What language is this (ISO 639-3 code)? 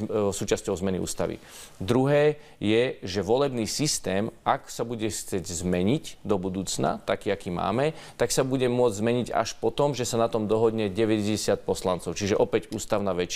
slk